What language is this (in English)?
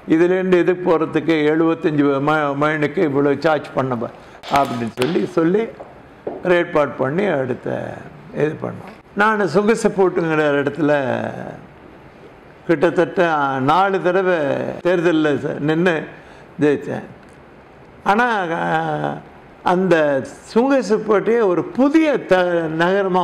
Tamil